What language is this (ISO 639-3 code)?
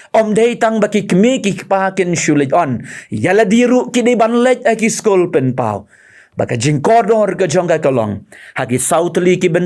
kha